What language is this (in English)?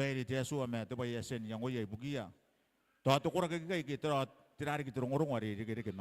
Gilbertese